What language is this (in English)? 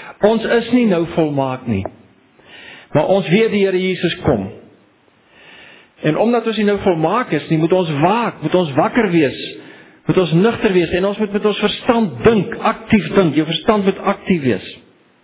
Afrikaans